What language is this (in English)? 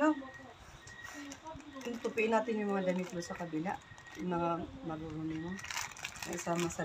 Filipino